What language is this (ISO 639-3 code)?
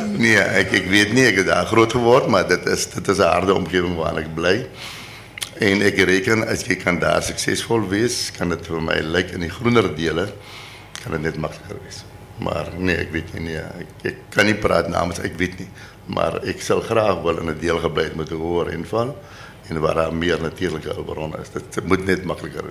afr